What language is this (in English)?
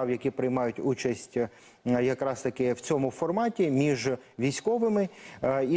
Ukrainian